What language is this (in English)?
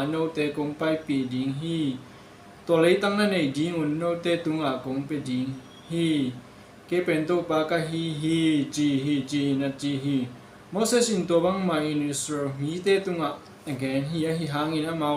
Tedim Chin